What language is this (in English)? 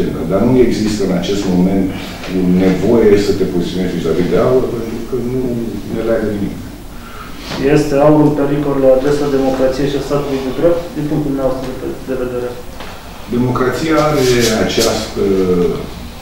Romanian